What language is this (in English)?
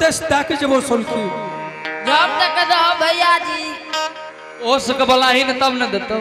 Angika